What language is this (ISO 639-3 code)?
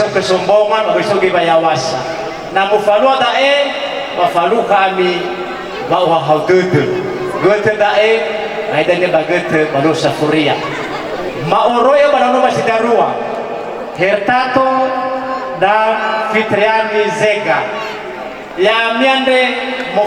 nia